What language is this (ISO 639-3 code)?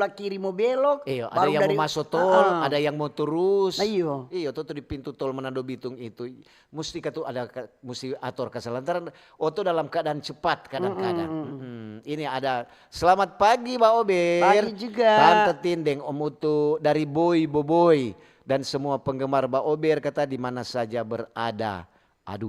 xmm